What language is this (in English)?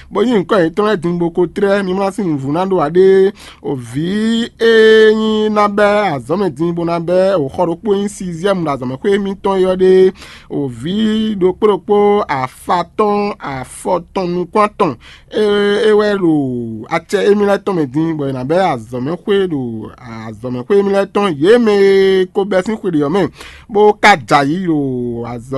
Fon